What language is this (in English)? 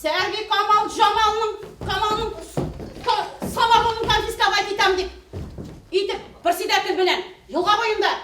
Bashkir